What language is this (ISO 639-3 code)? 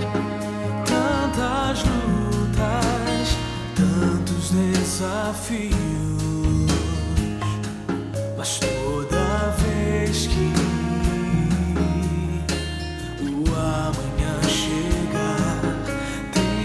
por